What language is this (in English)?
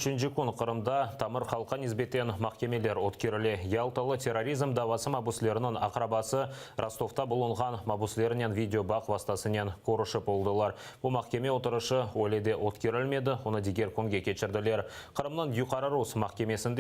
Crimean Tatar